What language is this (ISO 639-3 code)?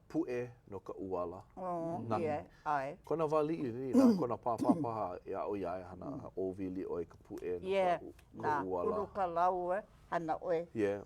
haw